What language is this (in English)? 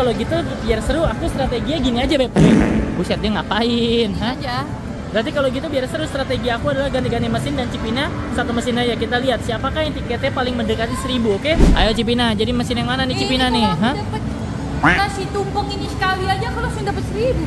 Indonesian